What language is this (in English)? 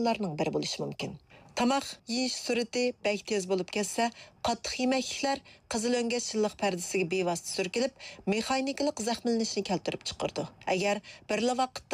Uyghur